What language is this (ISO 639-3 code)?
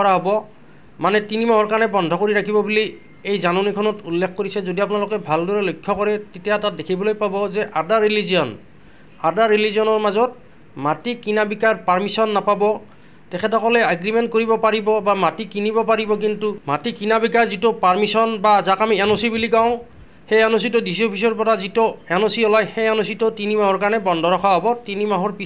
asm